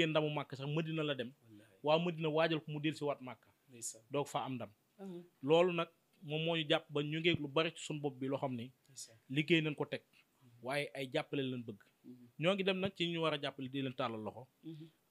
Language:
Wolof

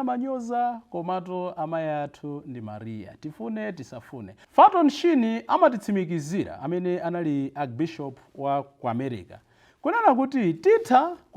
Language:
Nyanja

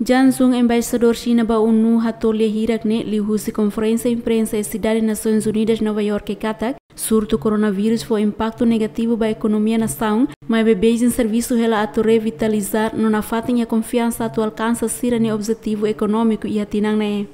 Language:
Tetum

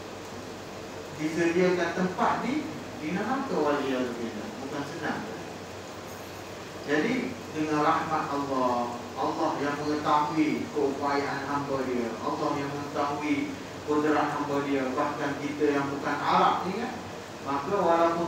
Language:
Malay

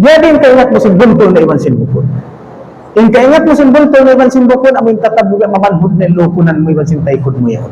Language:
Tausug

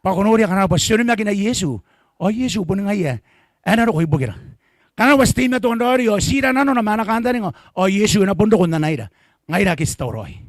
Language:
Gilbertese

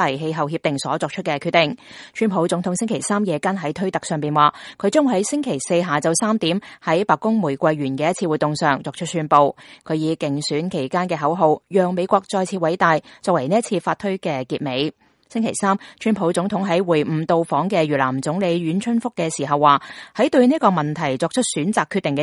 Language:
Cantonese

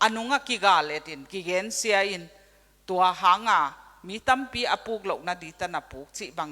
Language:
Tedim Chin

